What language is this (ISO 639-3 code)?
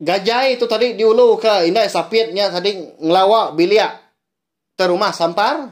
iba